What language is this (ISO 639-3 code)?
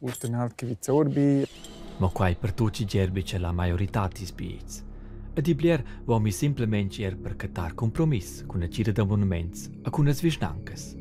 roh